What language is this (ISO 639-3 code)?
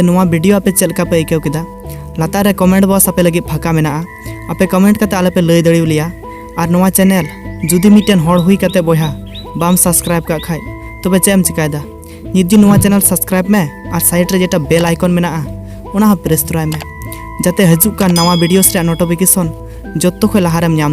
sat